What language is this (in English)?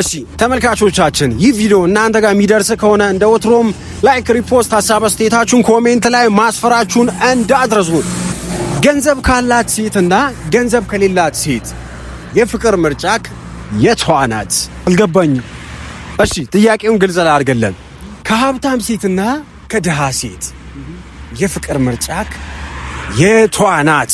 Amharic